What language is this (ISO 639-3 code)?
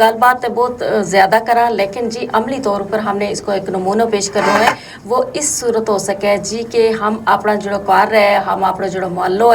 gju